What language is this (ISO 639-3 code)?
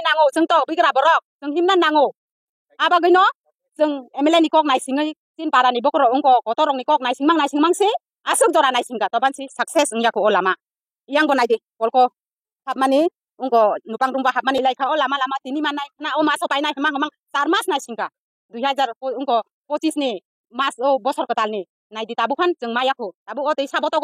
trp